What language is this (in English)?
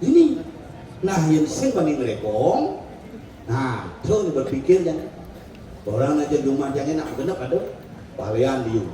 Balinese